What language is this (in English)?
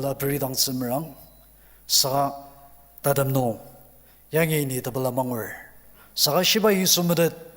Ao Naga